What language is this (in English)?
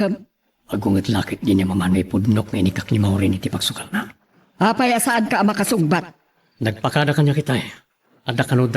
Iloko